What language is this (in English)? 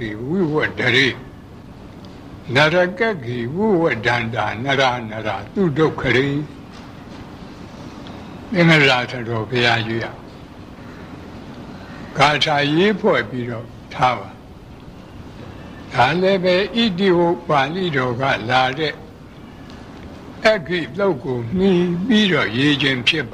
Burmese